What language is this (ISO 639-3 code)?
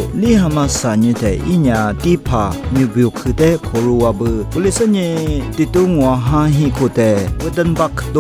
lis